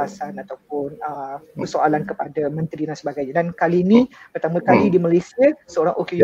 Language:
Malay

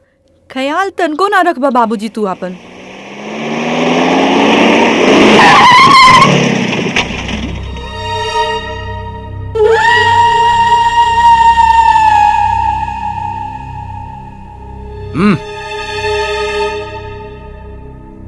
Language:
Bhojpuri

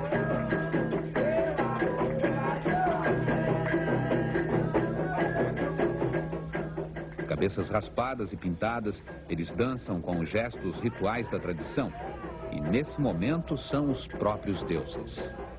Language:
Portuguese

